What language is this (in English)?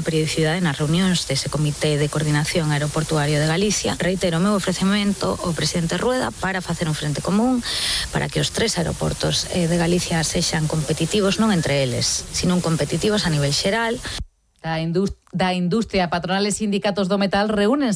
Galician